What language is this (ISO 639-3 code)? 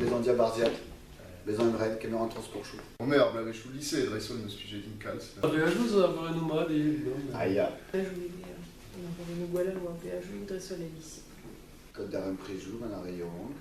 bre